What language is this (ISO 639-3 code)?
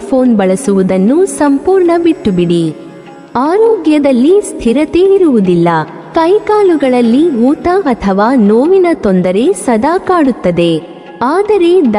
kan